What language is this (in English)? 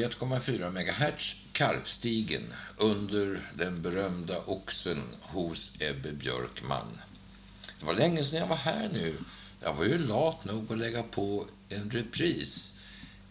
Swedish